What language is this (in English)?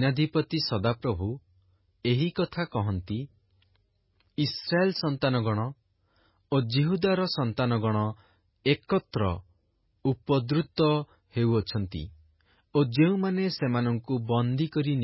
Odia